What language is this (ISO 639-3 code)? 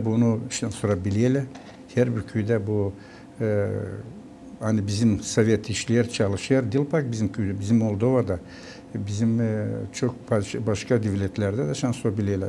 gag